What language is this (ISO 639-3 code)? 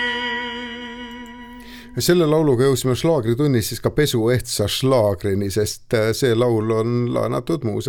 est